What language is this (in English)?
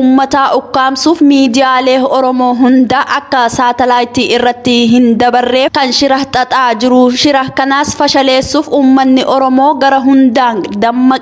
Oromo